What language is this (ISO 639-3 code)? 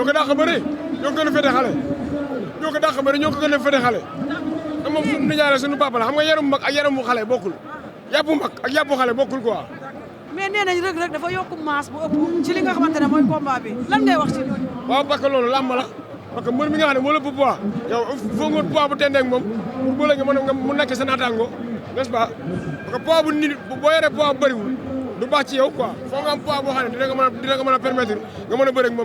wol